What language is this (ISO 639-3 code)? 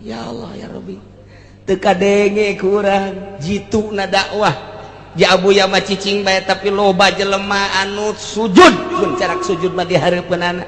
sun